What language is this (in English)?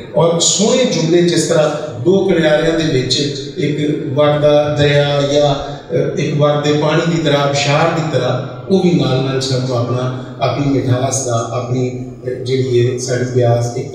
Western Panjabi